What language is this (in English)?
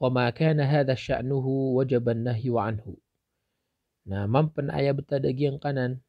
Maranao